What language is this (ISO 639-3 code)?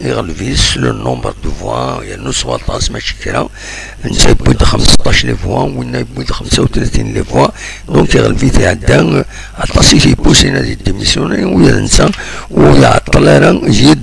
kab